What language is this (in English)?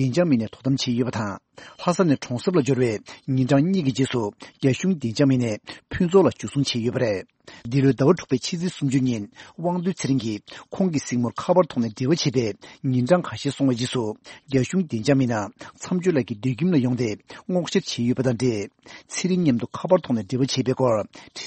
Tibetan